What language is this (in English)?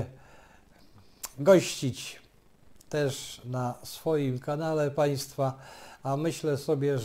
Polish